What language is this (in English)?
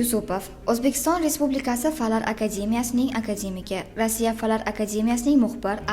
Uzbek